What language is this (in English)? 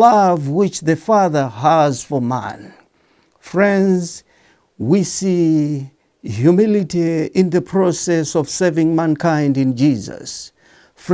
English